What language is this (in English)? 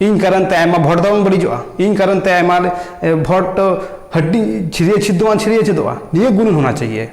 Santali